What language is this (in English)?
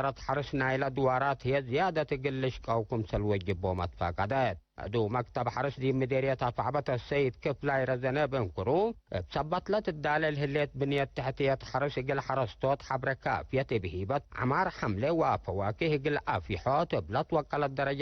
Tigre